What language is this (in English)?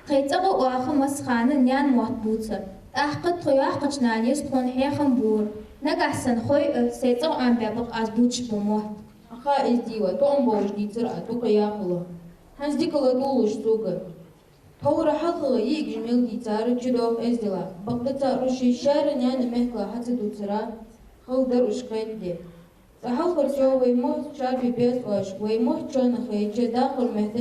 Ingush